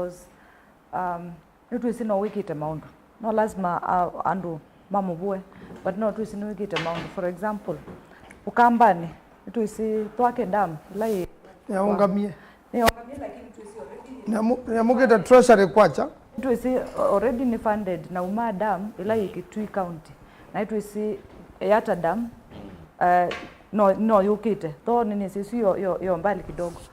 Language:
Kamba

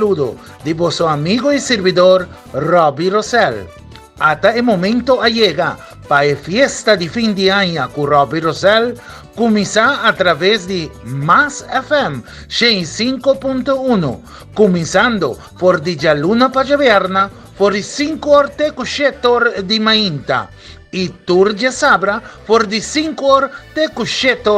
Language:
Papiamento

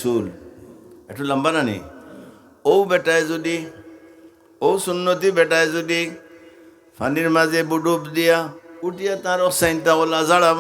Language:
Sylheti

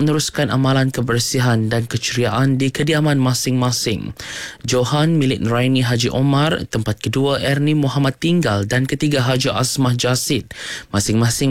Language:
Malay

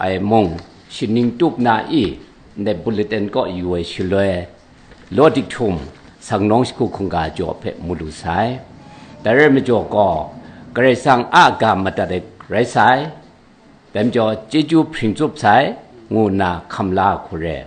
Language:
Kachin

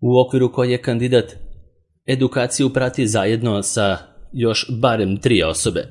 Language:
Serbian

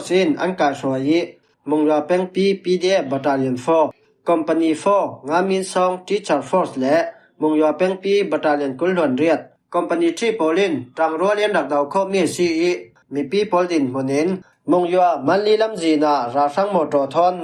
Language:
Falam Chin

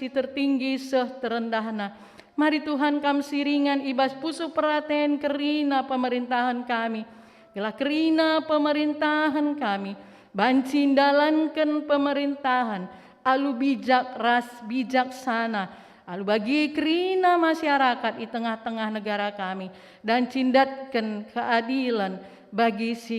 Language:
Batak Karo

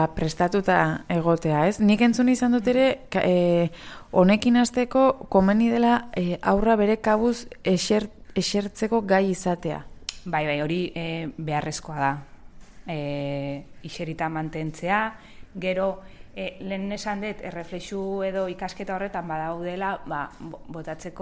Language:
Basque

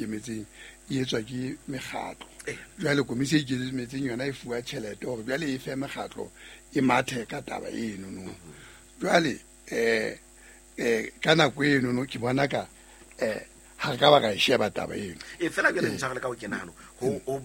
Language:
Southern Sotho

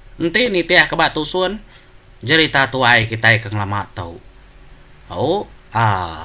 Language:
Iban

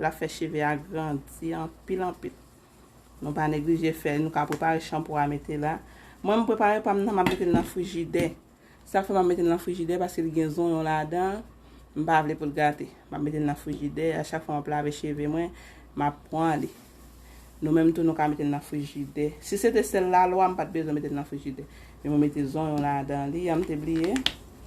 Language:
Haitian Creole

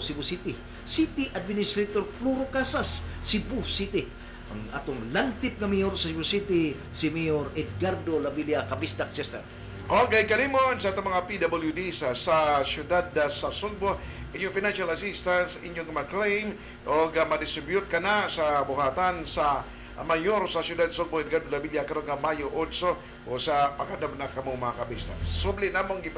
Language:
Cebuano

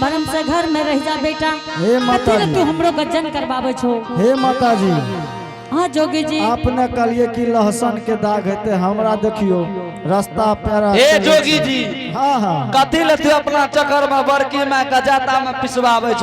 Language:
Angika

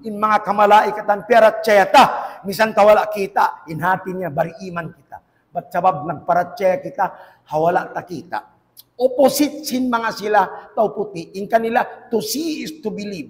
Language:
Tausug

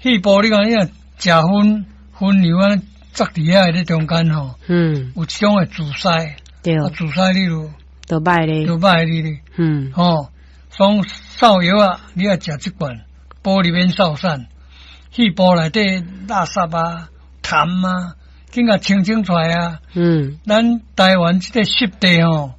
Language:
Min Nan Chinese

